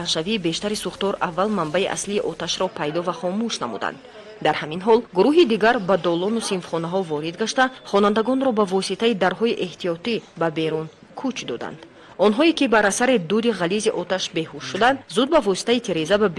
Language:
Tajik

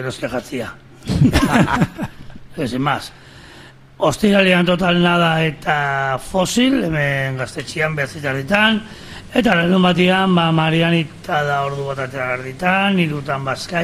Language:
Basque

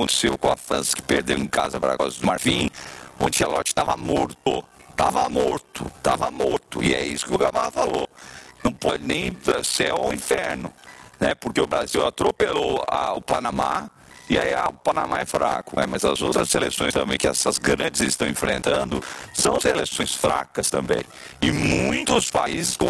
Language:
Portuguese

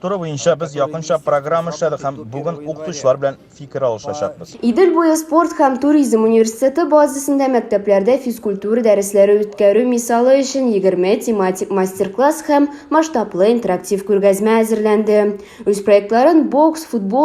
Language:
Tatar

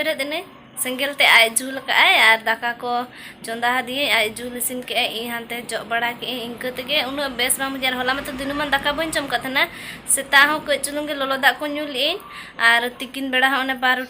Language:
Santali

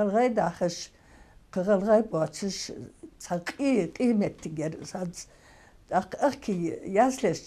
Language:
Ingush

